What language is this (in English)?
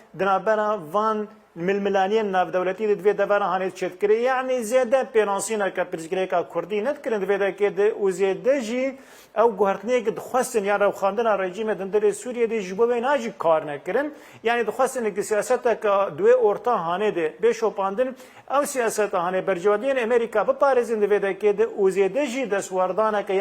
Kurdish